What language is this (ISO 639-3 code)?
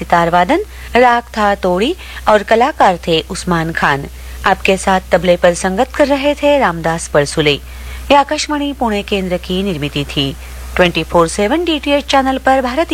hin